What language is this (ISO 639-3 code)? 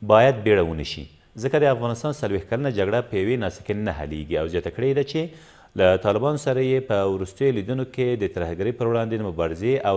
pus